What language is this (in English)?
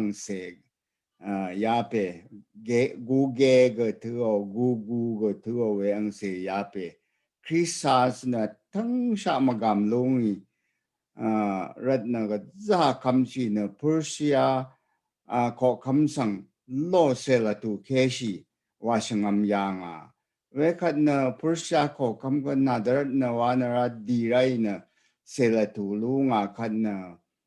Rawang